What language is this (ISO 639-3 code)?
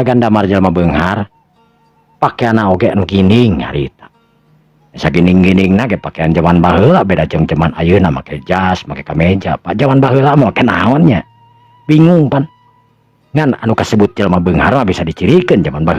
sun